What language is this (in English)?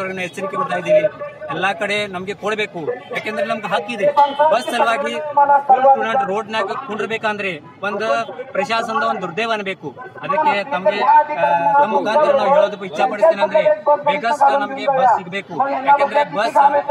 Kannada